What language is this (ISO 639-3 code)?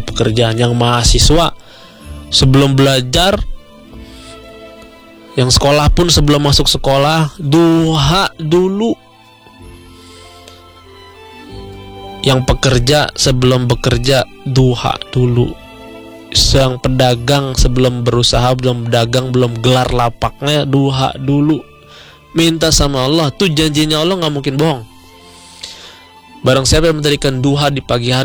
ind